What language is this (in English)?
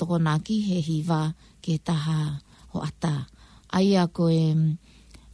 Tongan